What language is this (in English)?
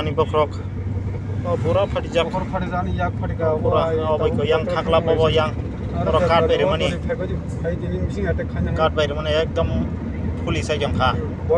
Kok Borok